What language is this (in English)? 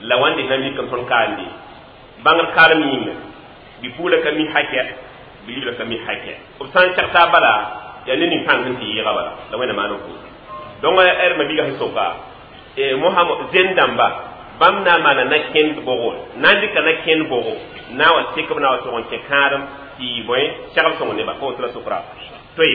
Mossi